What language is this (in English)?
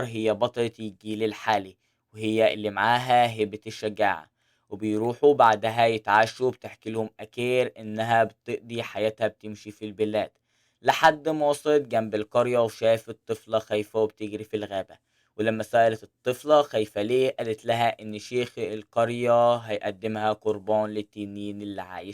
Egyptian Arabic